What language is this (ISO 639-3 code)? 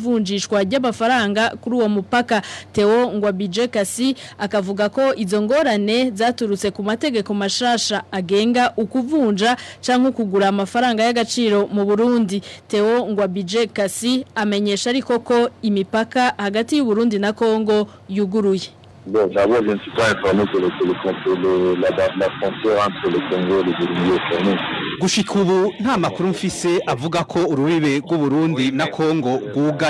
run